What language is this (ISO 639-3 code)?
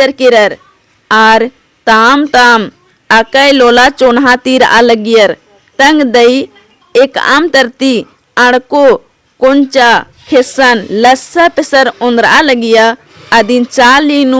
kru